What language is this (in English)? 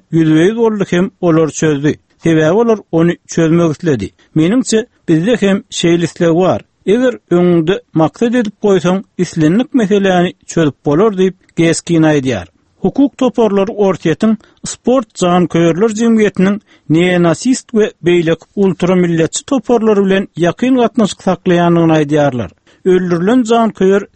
Turkmen